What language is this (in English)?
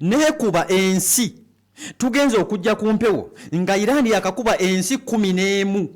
Ganda